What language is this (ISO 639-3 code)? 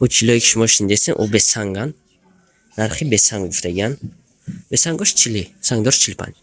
tgk